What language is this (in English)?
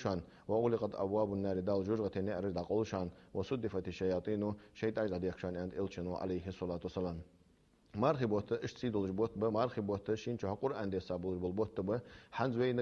Ingush